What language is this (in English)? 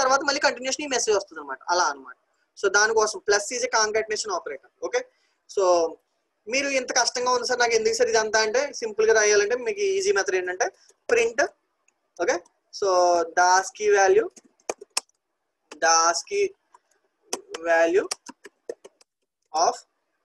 Telugu